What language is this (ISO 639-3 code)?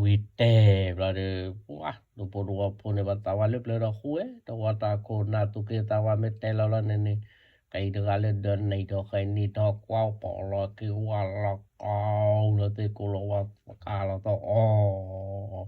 ksw